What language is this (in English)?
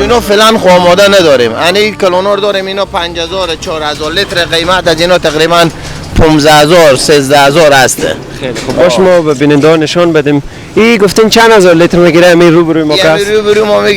Persian